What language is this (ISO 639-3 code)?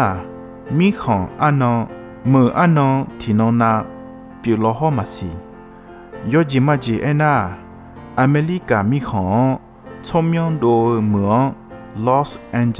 ahk